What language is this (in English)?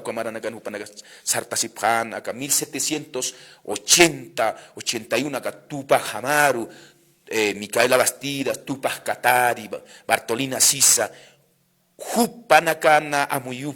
Aymara